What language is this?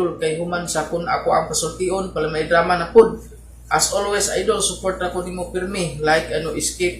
Cebuano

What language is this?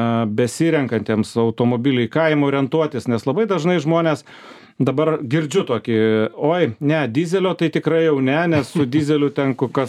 Lithuanian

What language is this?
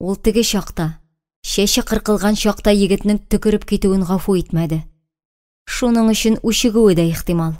Tatar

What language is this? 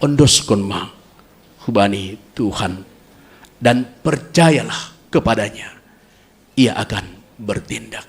Batak Simalungun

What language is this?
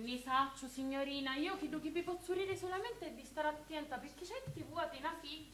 Sicilian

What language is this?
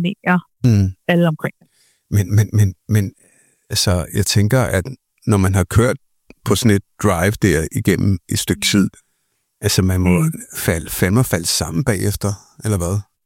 Danish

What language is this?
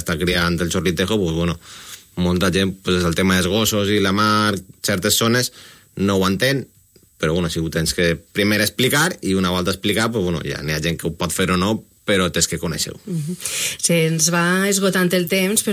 Catalan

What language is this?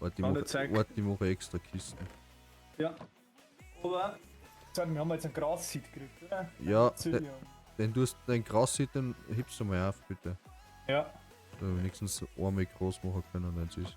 Bavarian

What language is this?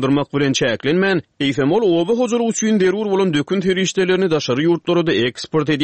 Turkmen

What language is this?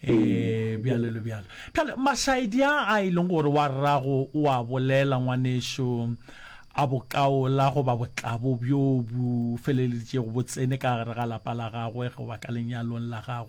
Northern Sotho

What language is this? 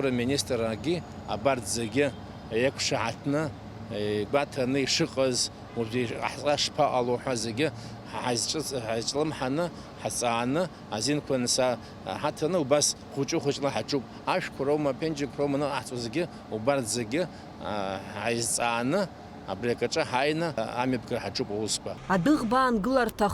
Abkhazian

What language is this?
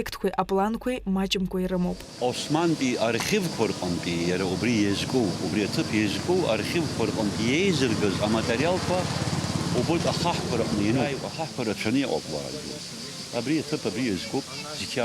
Abkhazian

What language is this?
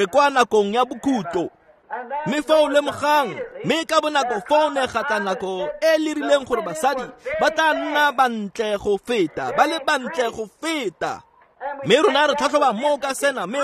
Tswana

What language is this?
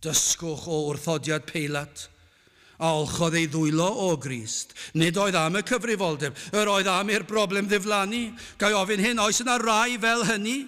Welsh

